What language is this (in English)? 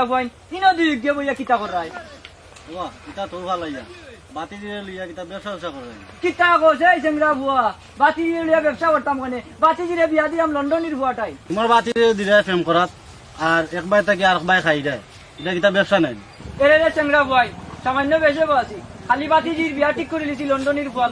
Sylheti